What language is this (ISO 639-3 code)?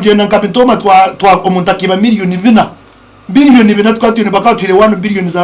nyn